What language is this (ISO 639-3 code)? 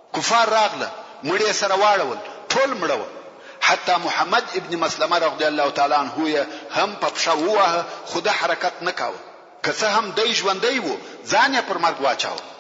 pus